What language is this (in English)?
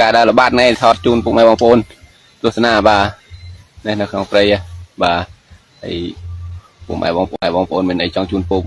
Khmer